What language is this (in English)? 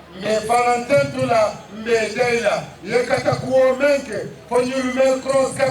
Fula